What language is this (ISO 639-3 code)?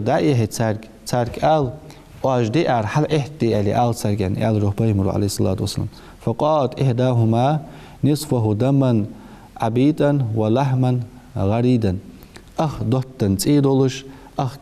inh